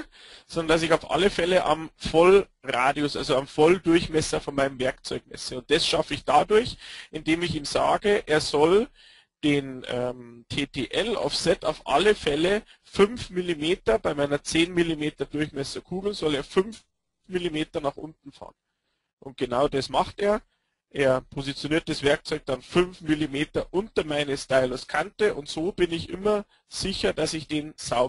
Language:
German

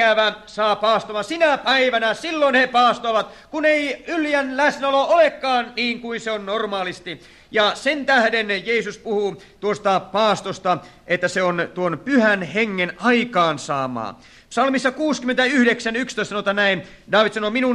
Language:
Finnish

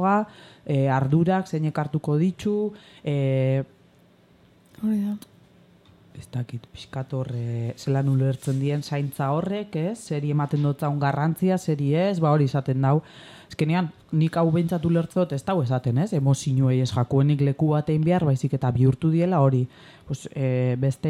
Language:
Basque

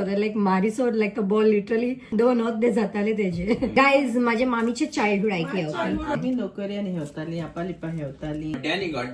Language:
Konkani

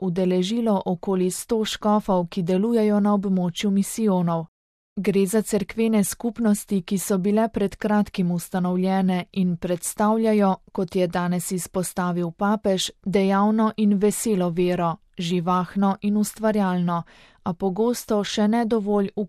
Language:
Slovenian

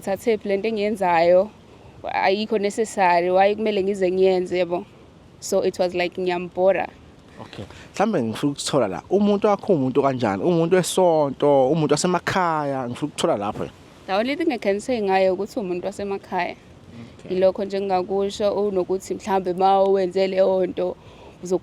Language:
Zulu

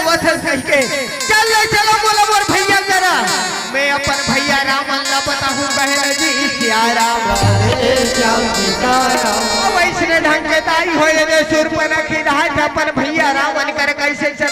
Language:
Chhattisgarhi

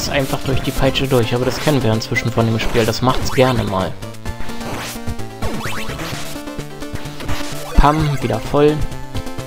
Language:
German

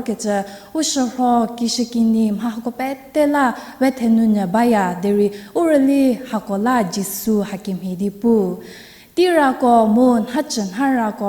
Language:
Angami Naga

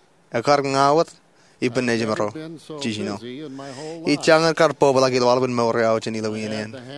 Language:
Marshallese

